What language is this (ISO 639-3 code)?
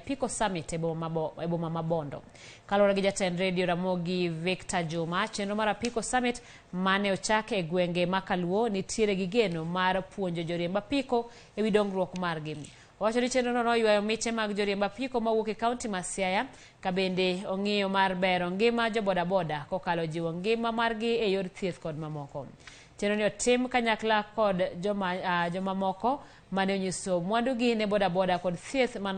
luo